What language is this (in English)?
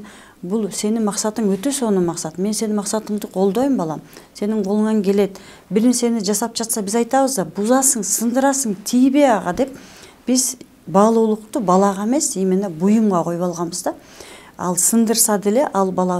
Kyrgyz